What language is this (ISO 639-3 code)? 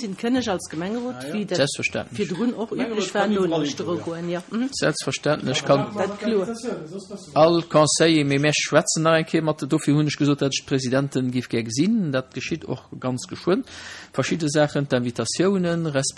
ltz